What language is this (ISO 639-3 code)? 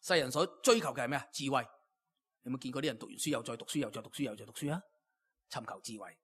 yue